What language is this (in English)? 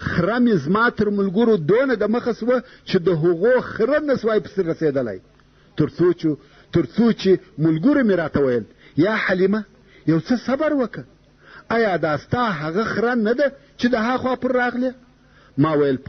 Pashto